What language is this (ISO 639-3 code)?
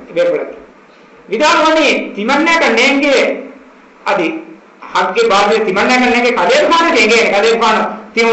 div